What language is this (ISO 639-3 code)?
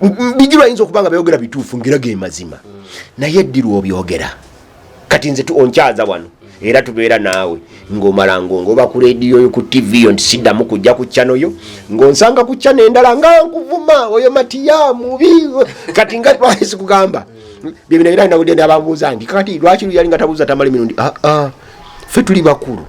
lug